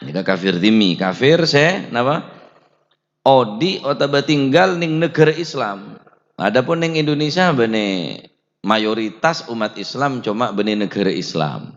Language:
Madurese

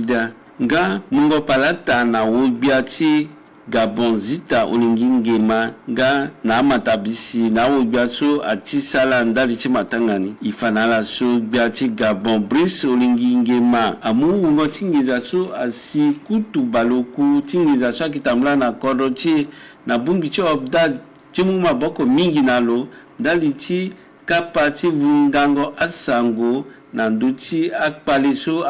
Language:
Sango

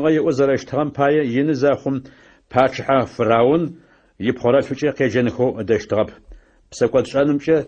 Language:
Adyghe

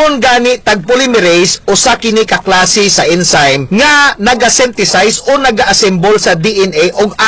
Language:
Cebuano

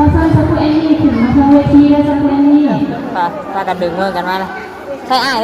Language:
Northeastern Thai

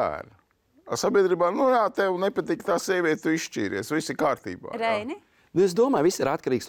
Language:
Latvian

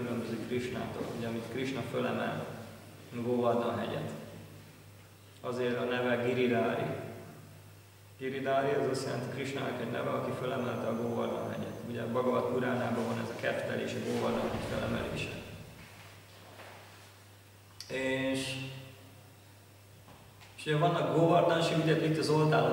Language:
Hungarian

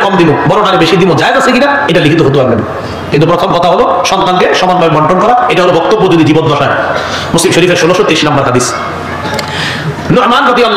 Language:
Bangla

